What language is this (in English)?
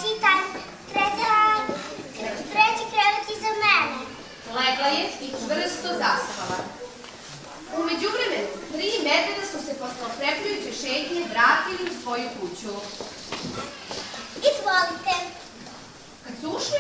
Serbian